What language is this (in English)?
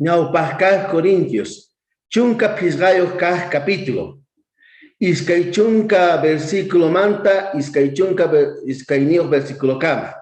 South Bolivian Quechua